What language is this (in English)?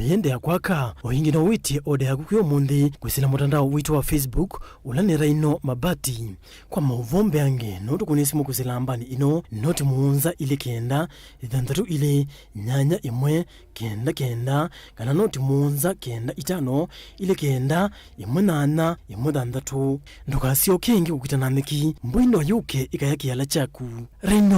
Kamba